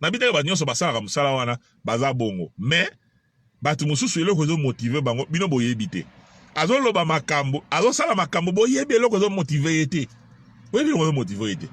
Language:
Lingala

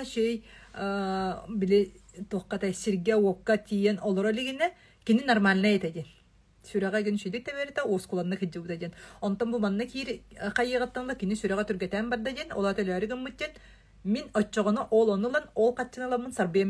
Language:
Yakut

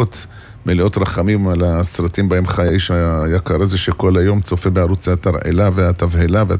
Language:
Hebrew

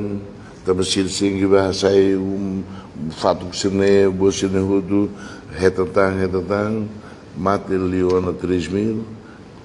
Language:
Tetum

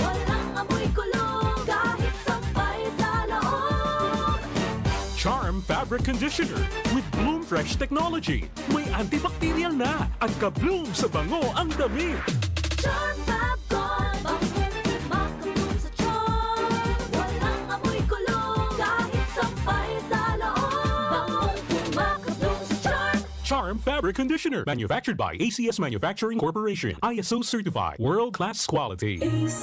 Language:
Bikol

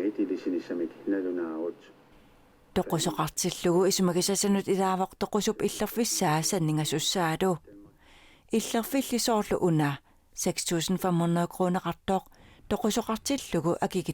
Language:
Kalaallisut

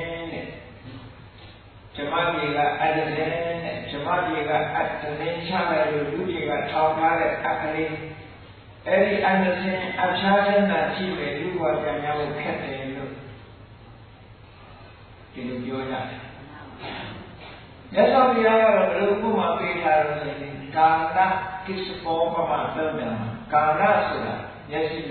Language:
Burmese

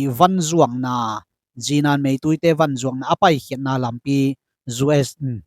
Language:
Tedim Chin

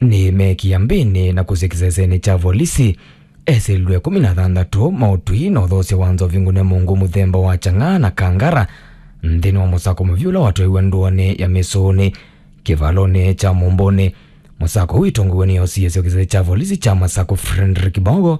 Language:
Kamba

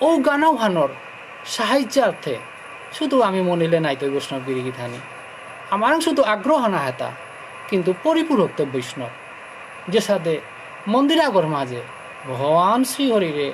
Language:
Bishnupriya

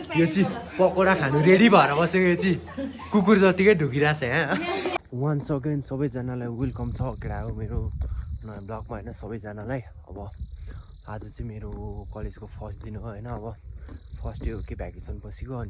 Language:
Nepali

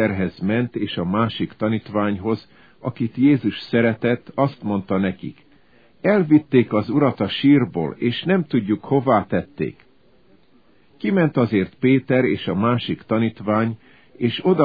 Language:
Hungarian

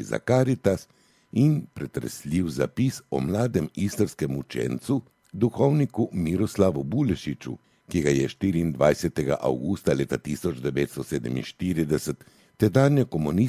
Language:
Slovenian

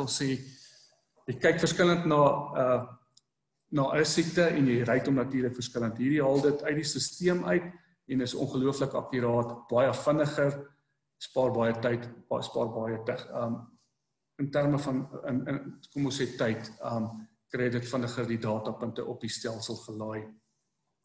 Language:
Afrikaans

